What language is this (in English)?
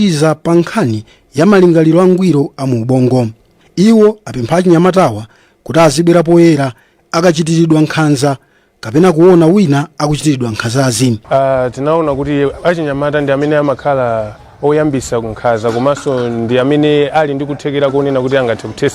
Nyanja